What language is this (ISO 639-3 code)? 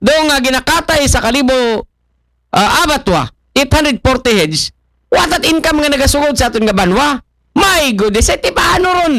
akl